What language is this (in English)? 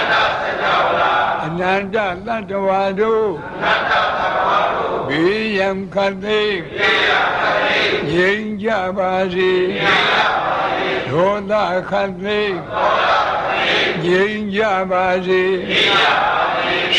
Burmese